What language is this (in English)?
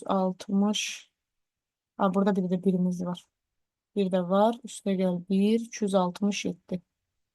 Azerbaijani